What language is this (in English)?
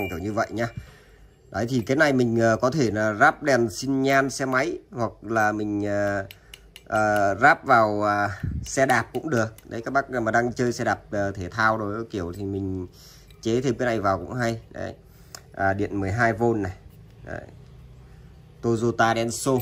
Vietnamese